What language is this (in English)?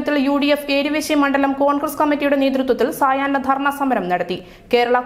Malayalam